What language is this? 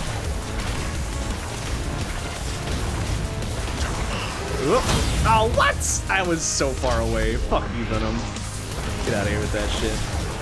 English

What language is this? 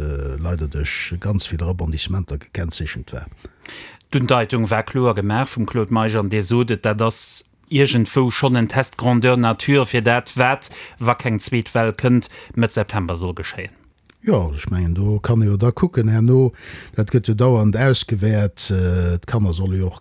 Luxembourgish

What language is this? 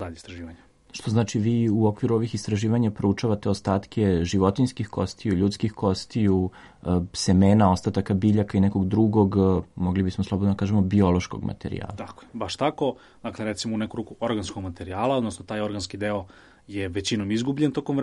Serbian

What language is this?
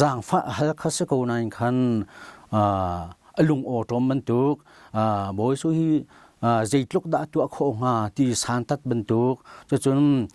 Hakha Chin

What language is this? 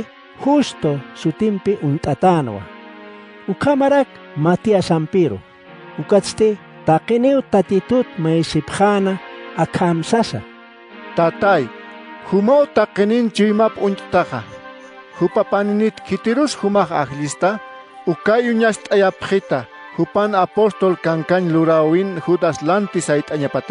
Aymara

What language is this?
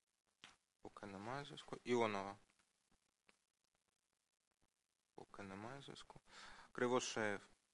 Ukrainian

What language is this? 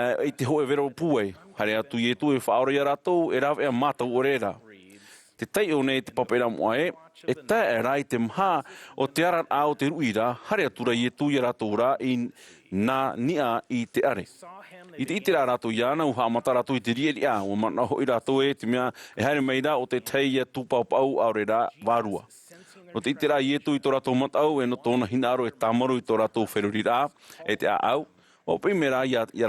Tahitian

